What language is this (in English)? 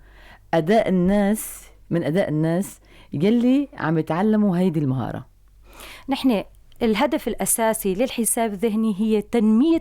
North Levantine Arabic